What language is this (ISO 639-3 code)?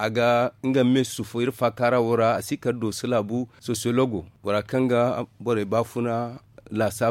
dje